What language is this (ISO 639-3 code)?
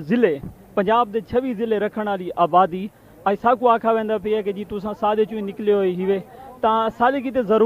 skr